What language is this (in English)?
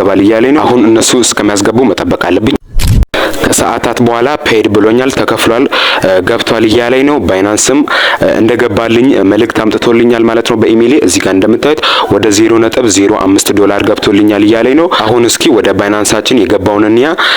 Amharic